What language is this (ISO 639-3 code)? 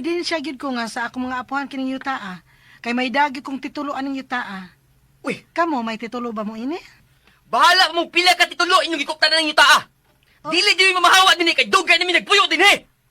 ceb